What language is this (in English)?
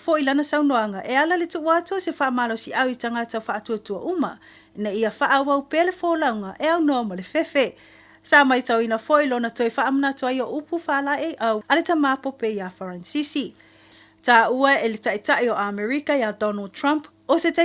Samoan